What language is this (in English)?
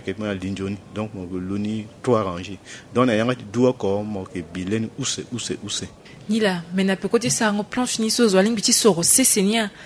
Sango